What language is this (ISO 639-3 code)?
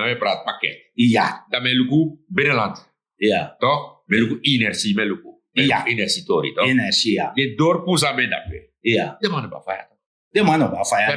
srn